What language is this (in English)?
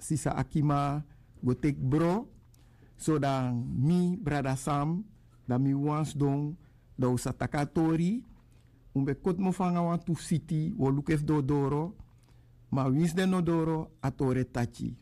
Sranan Tongo